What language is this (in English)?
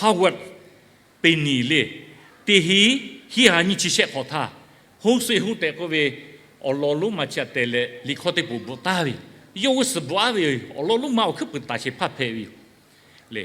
Lahu